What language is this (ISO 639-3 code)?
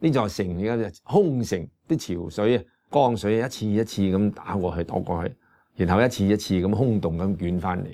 yue